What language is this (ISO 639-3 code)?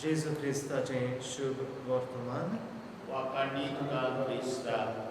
kok